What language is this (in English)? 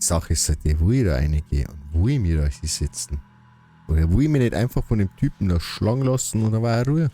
Bavarian